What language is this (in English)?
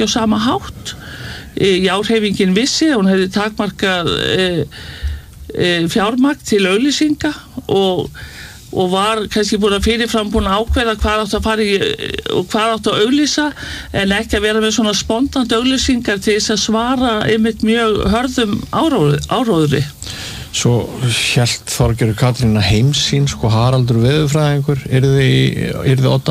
Icelandic